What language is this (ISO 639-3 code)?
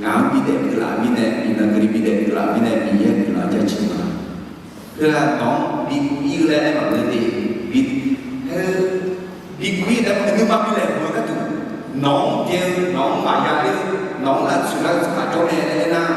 ahk